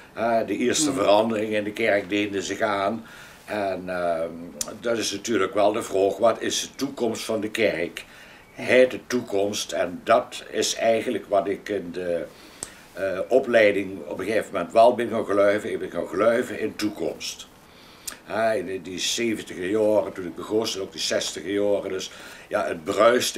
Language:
Limburgish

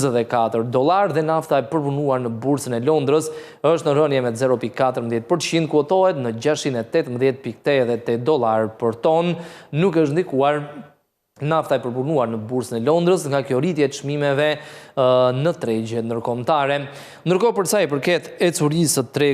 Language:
Albanian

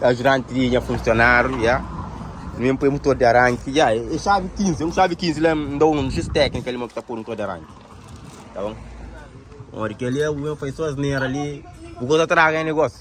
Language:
Kabuverdianu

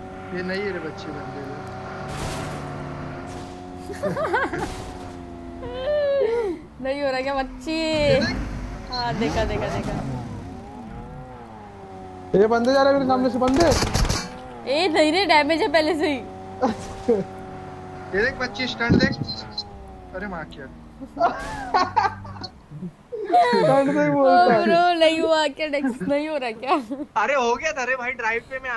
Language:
Hindi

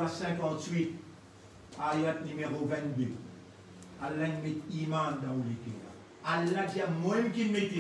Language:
Morisyen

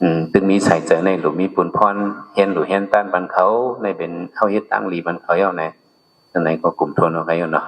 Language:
Shan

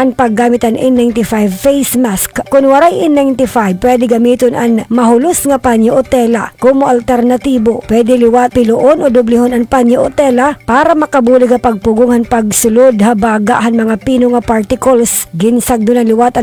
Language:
Waray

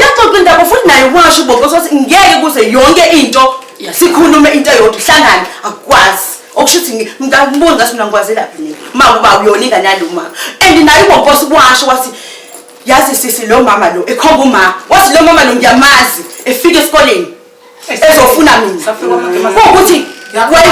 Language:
Zulu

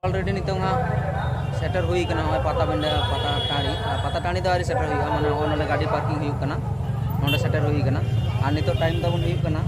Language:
Santali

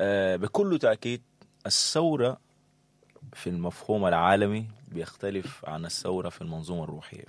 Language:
Sudanese Arabic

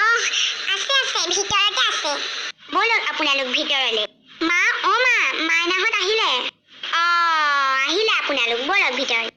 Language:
Assamese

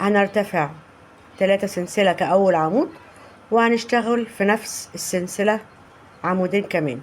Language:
Egyptian Arabic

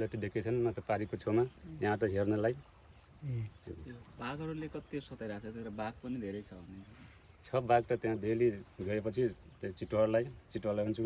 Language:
Nepali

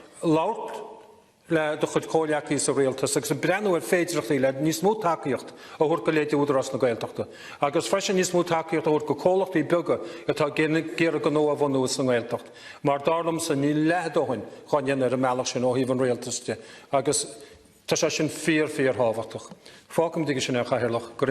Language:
Irish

